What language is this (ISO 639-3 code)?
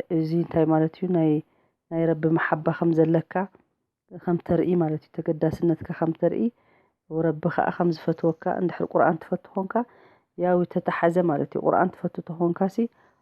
tir